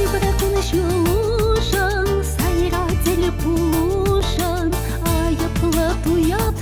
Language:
Chuvash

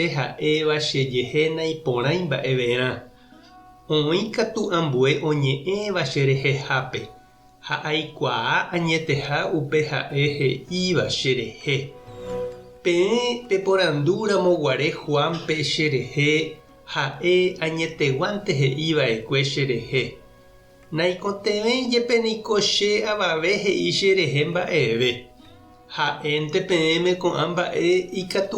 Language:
Guarani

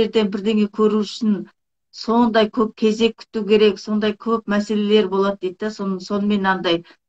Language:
Kazakh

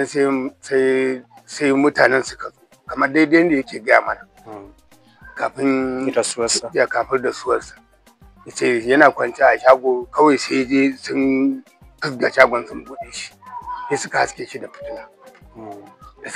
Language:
Hausa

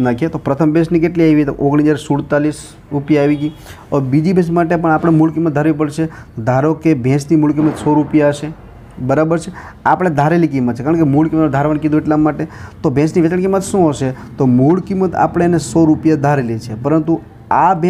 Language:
Gujarati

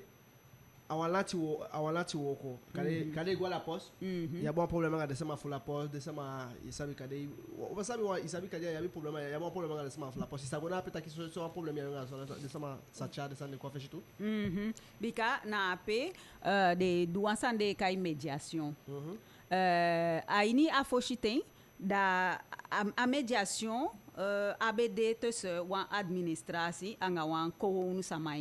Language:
Eastern Maroon Creole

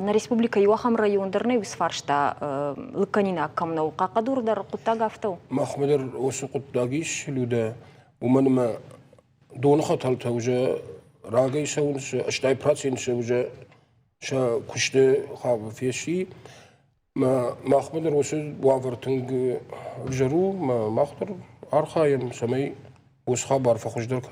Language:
Ossetic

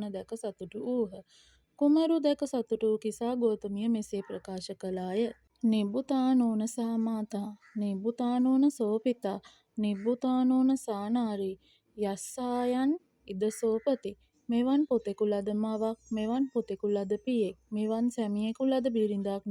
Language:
Sinhala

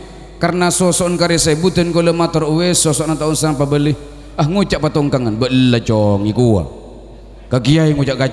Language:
Madurese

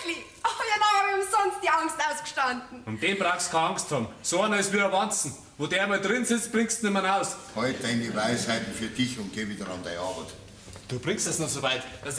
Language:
Bavarian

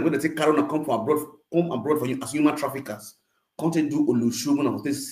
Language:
Nigerian Pidgin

